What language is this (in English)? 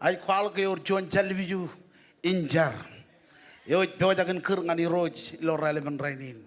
Marshallese